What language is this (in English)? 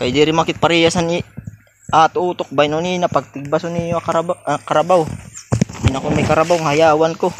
Waray